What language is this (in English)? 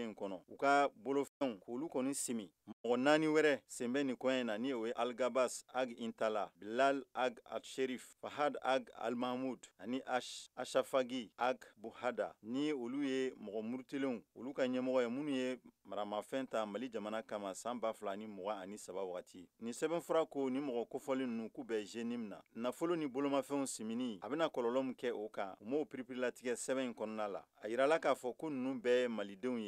Bambara